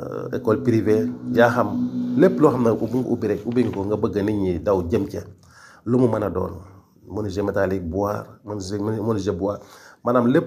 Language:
Wolof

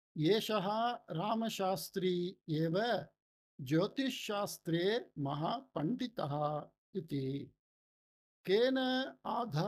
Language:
Sanskrit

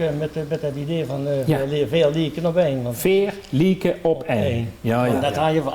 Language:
Limburgish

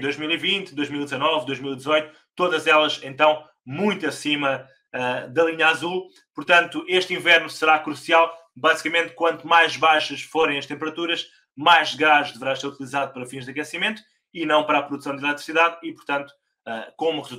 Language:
Portuguese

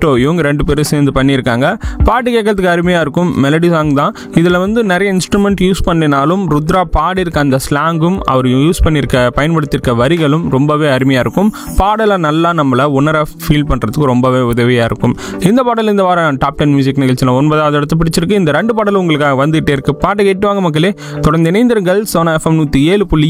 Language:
Tamil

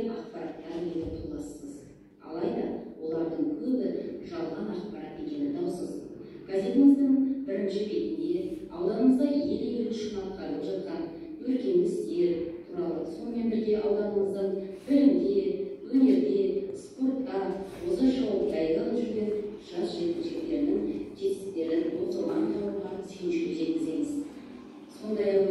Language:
Kazakh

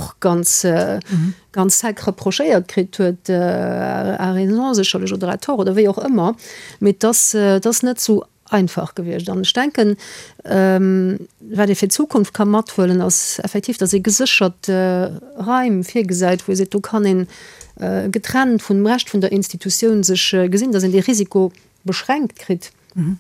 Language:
Luxembourgish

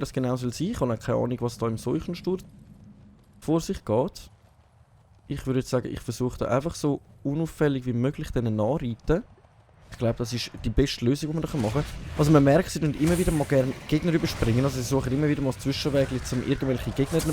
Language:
Swiss German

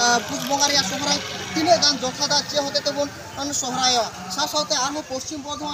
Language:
Santali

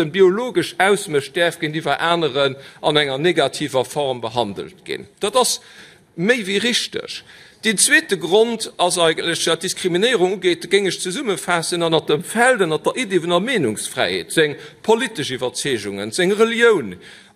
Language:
Luxembourgish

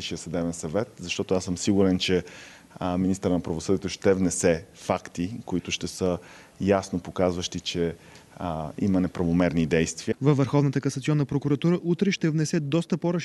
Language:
Bulgarian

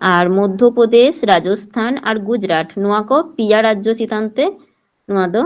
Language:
Santali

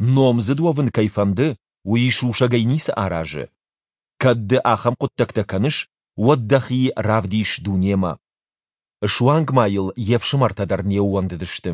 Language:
Ossetic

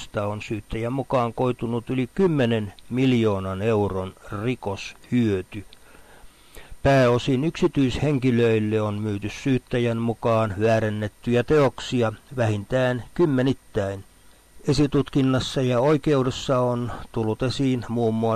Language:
Finnish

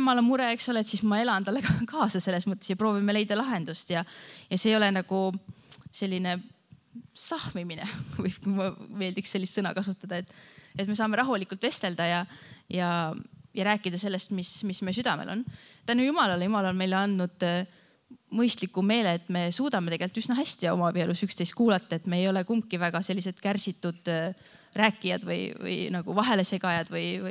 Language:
Estonian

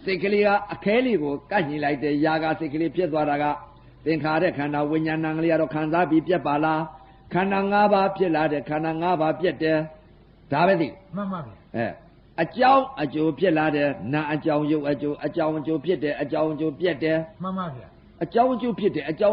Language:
Burmese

